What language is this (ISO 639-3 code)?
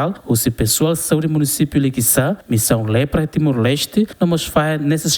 tet